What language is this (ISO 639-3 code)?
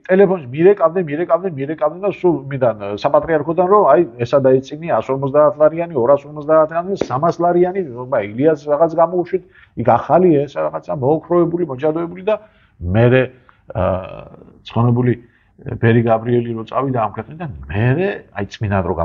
kat